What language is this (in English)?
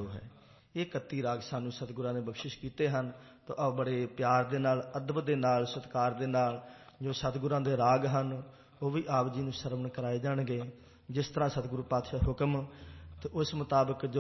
Punjabi